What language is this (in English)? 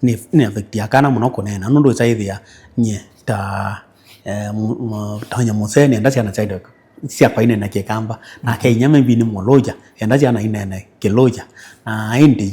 Kamba